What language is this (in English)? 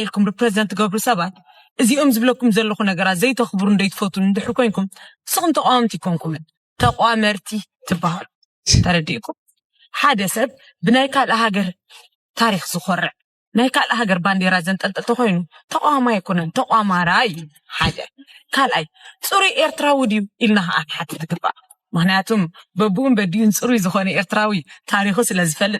Tigrinya